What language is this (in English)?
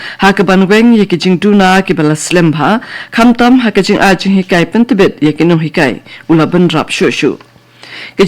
Khasi